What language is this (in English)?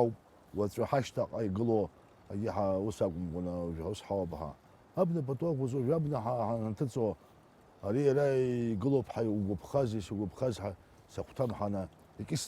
Abkhazian